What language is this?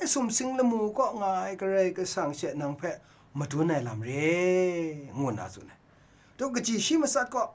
Kachin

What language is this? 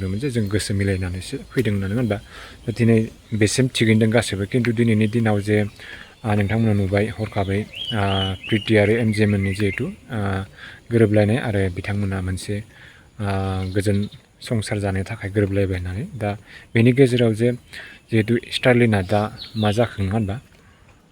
Bodo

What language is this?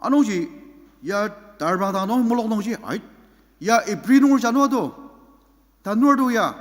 Ao Naga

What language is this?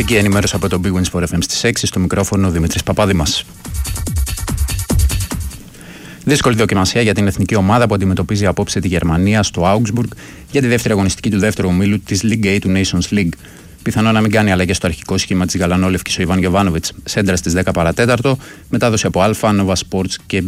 Greek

